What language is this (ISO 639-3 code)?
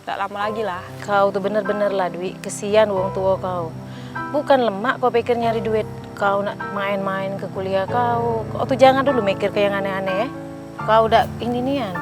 mui